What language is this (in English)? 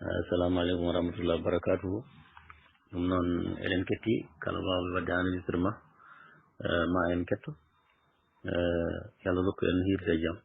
Fula